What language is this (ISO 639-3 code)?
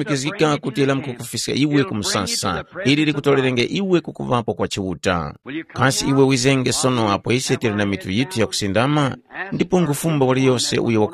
tum